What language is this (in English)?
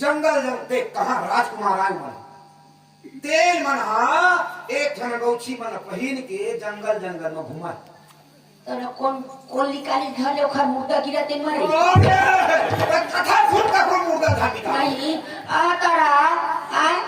Chhattisgarhi